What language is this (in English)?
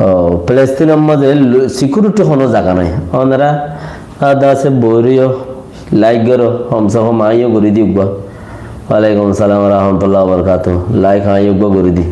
Rohingya